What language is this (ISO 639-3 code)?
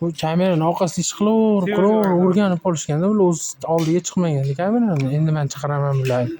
uzb